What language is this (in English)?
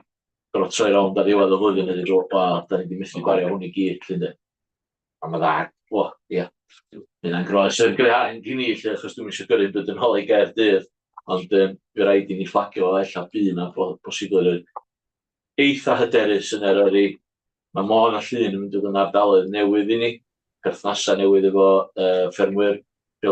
Welsh